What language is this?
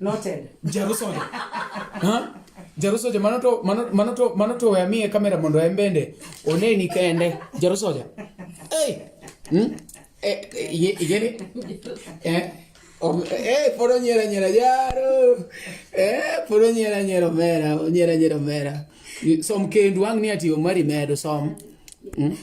Luo (Kenya and Tanzania)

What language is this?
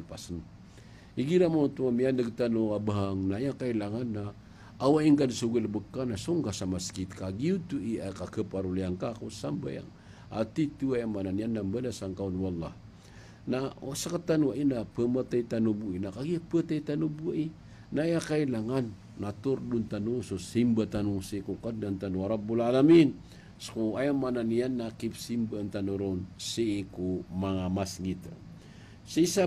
Maranao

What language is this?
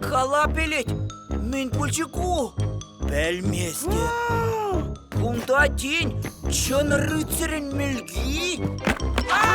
Chuvash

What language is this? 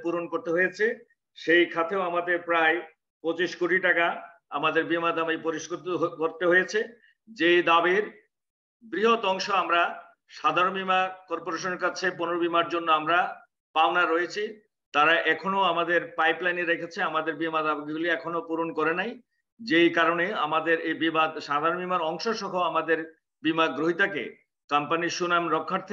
Bangla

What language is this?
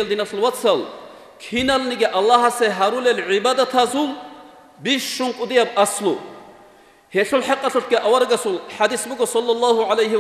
Avaric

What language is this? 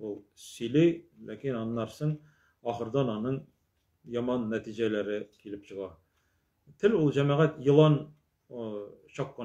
Tatar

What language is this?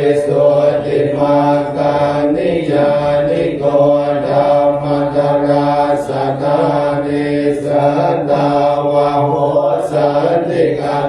Pali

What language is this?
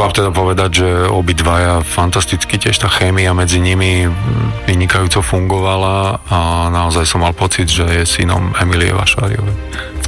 Slovak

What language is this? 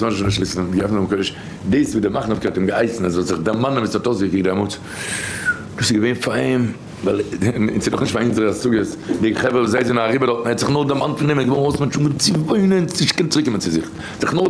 Yiddish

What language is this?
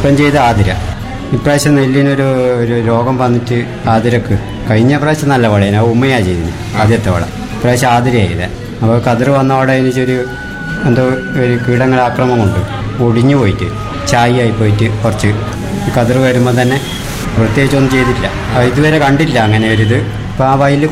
Malayalam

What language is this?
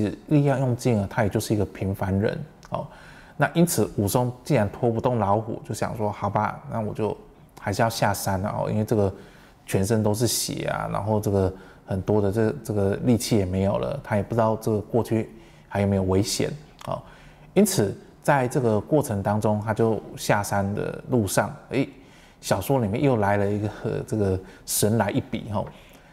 Chinese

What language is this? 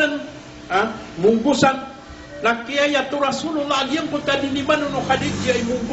Maranao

